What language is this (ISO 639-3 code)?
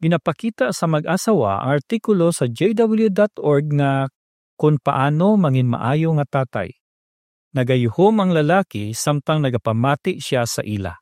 hil